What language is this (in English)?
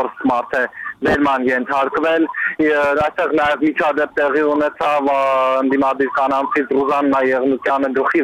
Armenian